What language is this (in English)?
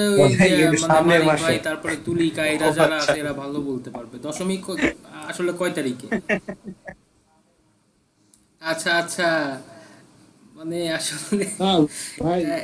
Bangla